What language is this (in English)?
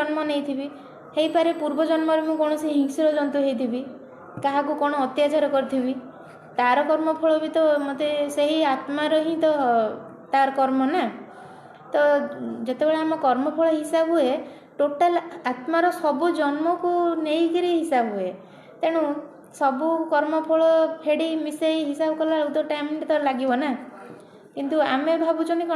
Odia